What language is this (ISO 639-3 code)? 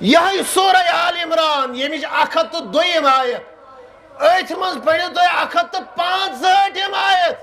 kas